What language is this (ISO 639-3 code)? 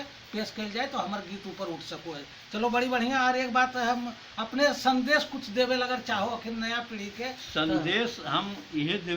mag